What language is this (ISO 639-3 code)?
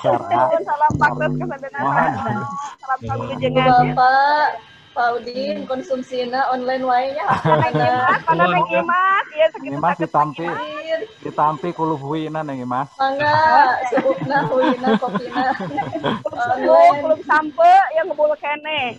sun